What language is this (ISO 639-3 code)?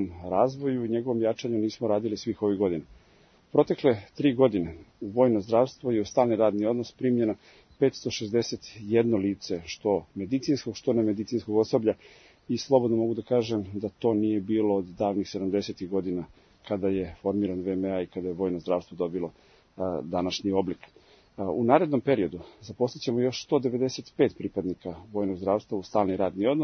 srp